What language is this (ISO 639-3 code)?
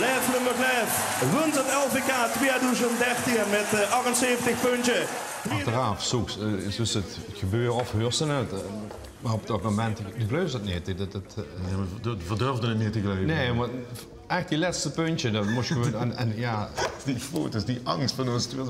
lim